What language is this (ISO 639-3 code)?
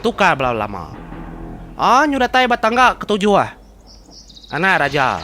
iba